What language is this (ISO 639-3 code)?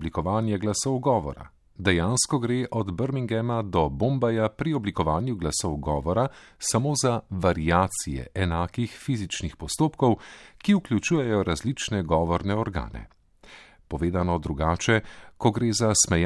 slv